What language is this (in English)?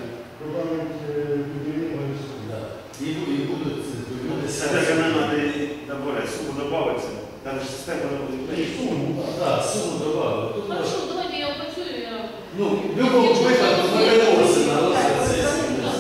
Ukrainian